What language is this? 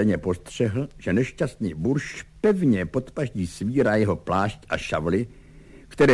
Czech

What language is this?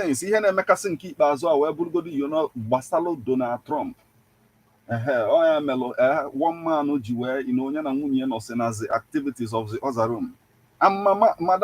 Igbo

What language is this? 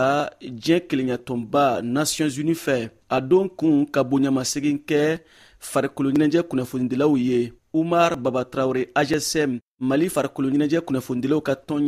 Bambara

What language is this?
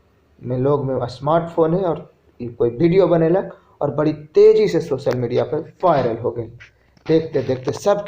Magahi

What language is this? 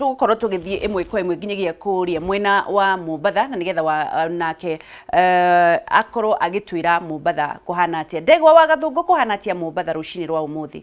Kikuyu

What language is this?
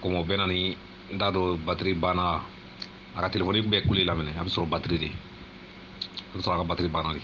Bambara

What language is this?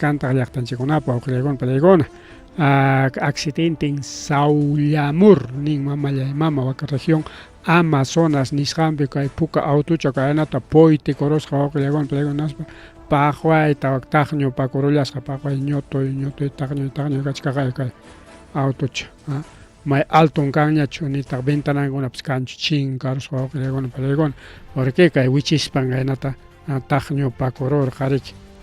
Ayacucho Quechua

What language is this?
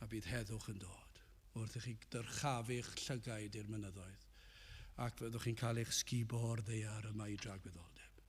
Welsh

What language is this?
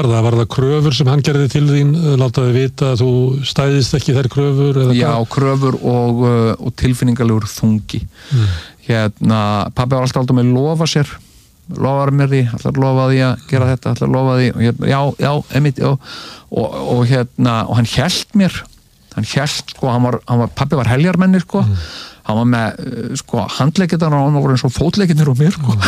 Icelandic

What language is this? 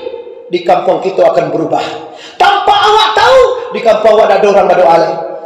Minangkabau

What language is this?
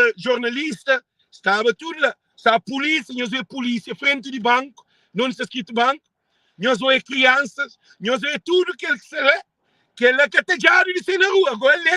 Kabuverdianu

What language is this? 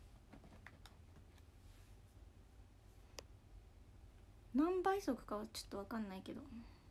Japanese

